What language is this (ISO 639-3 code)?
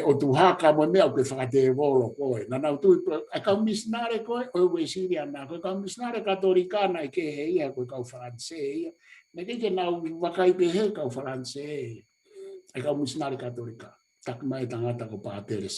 ton